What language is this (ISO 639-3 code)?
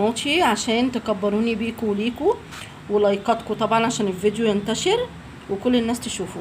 arz